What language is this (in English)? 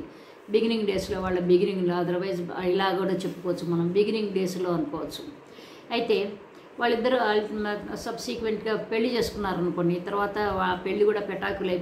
Telugu